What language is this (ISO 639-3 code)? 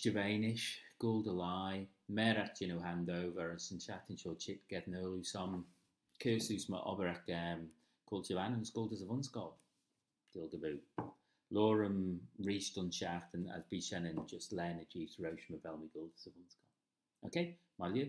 glv